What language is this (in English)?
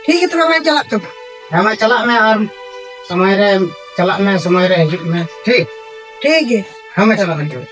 Santali